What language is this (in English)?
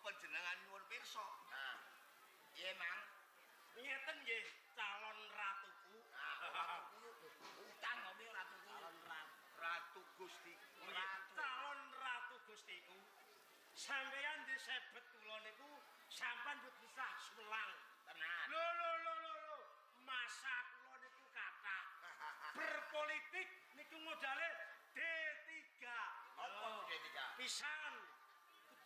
Javanese